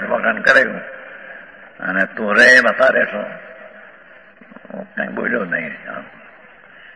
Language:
Gujarati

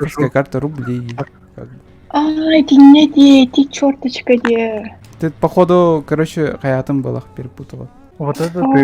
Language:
Yakut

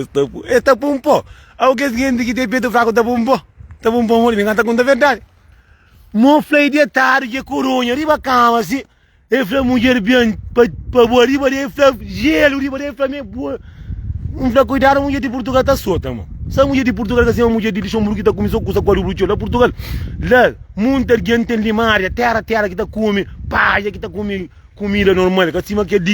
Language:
Kabuverdianu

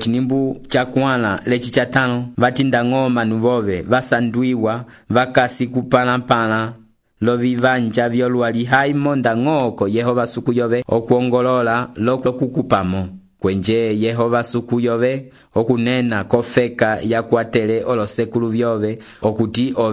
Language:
Umbundu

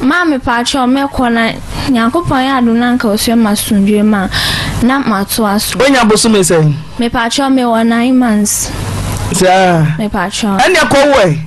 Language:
Akan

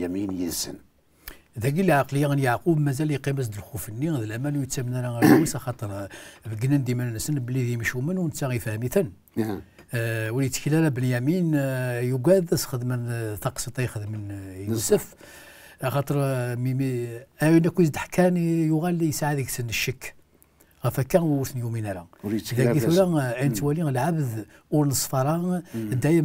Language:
Kabyle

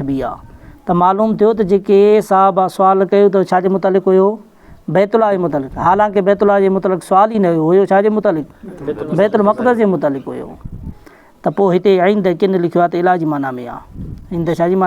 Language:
Sindhi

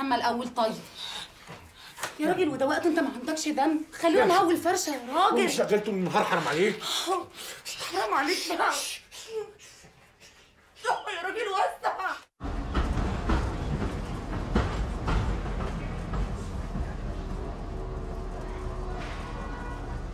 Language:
Egyptian Arabic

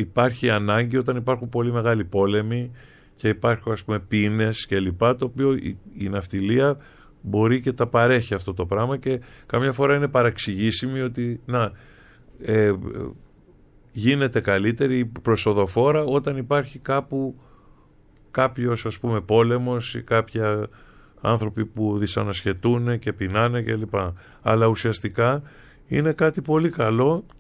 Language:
Greek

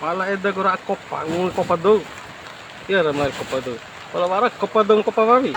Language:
Bima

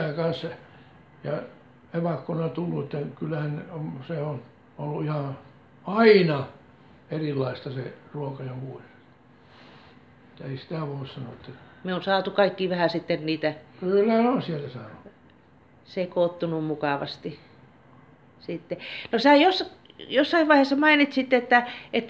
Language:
Finnish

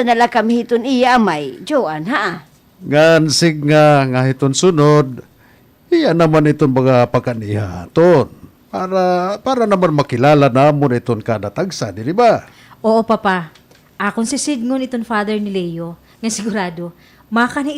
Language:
Waray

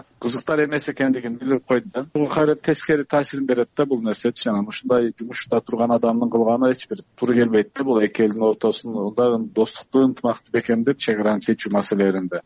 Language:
Kyrgyz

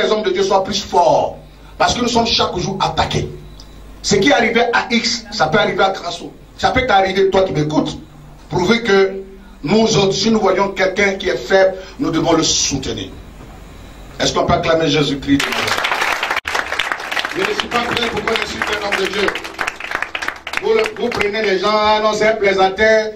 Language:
French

